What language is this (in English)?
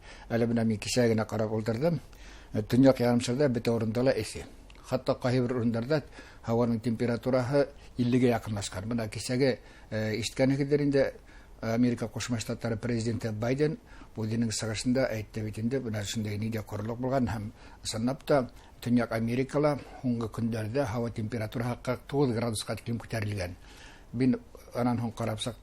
Bashkir